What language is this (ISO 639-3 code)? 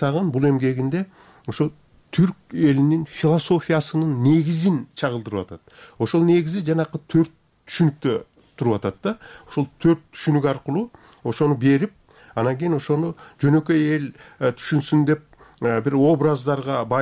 kir